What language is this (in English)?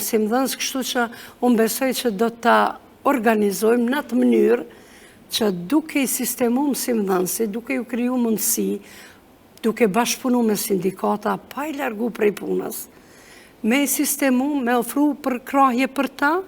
Albanian